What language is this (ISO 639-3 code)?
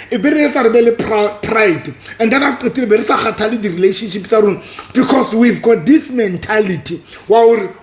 sot